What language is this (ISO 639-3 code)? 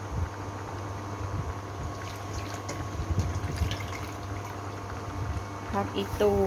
lao